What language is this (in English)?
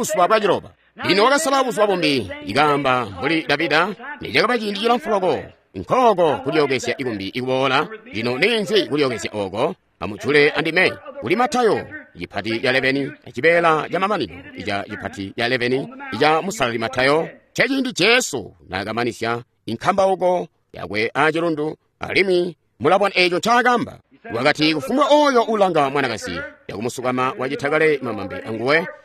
Tonga (Zambia)